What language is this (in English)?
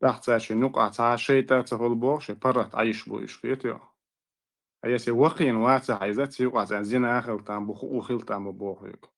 Chechen